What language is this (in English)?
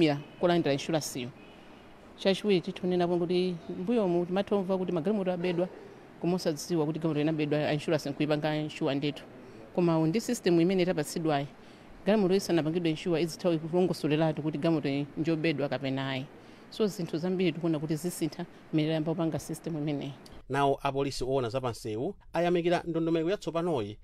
Nyanja